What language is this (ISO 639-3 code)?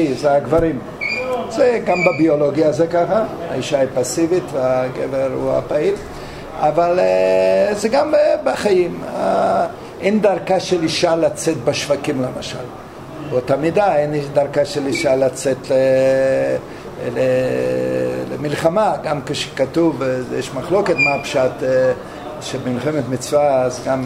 heb